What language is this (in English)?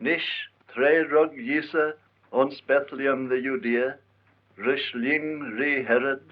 Manx